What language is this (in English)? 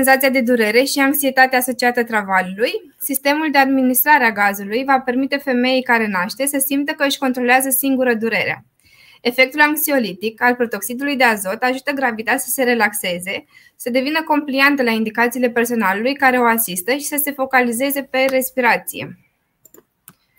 Romanian